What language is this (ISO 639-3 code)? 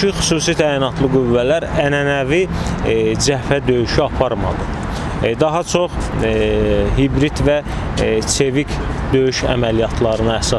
aze